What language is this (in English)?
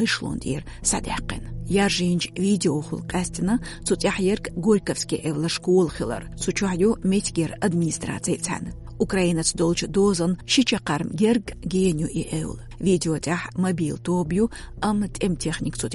Chechen